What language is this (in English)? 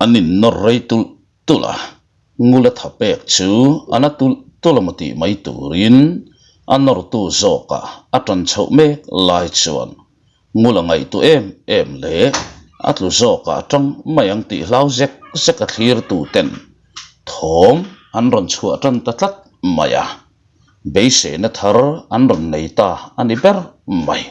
Mizo